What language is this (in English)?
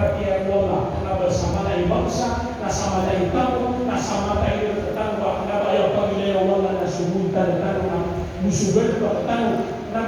Maranao